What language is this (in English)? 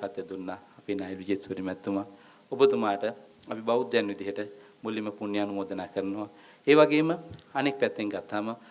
Sinhala